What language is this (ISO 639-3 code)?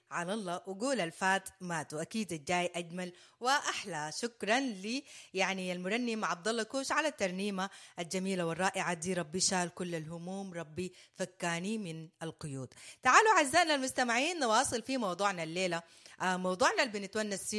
apd